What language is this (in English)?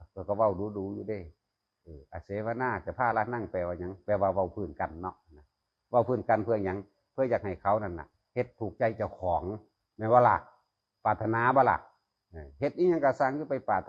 Northeastern Thai